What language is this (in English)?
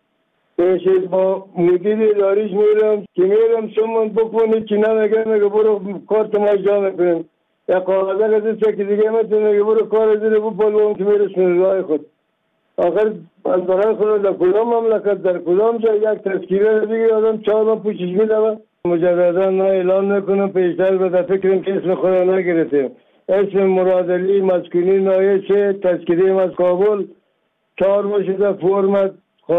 Persian